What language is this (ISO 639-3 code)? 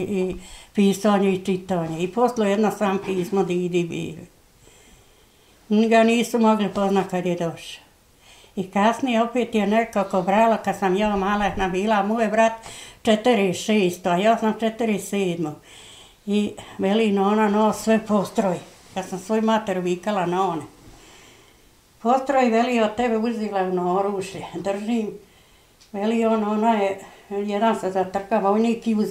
bos